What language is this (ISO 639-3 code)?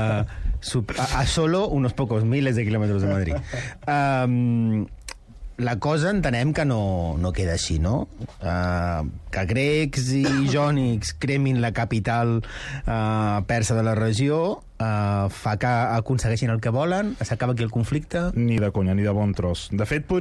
cat